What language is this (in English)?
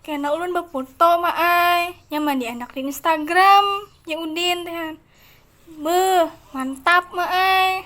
Banjar